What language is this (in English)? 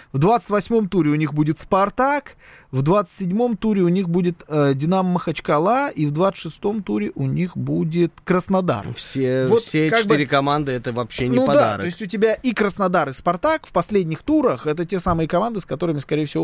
Russian